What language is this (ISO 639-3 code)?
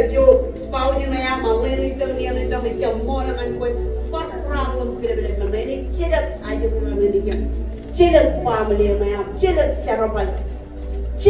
mah